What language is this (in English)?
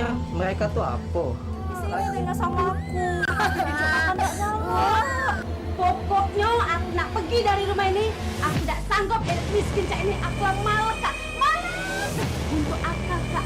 Musi